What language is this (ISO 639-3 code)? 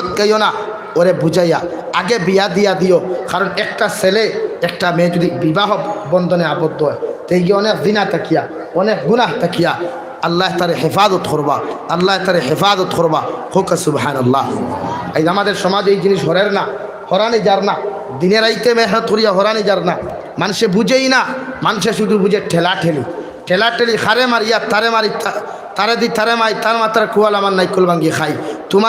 syl